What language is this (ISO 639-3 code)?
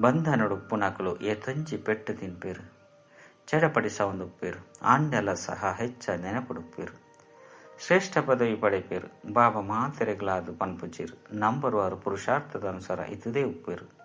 tcy